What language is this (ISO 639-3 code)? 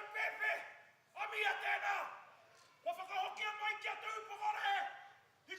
mri